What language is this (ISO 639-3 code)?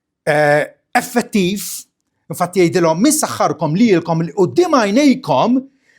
mlt